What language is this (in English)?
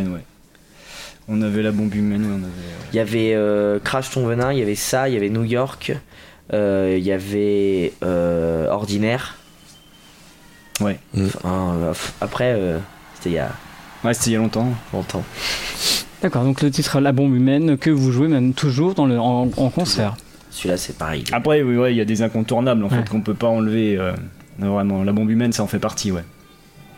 French